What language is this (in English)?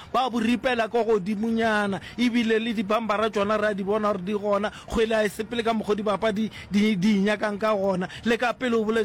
Northern Sotho